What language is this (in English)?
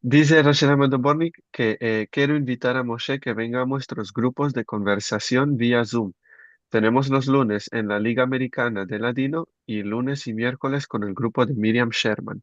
Ladino